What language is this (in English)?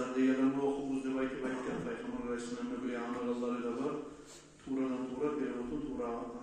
Kumyk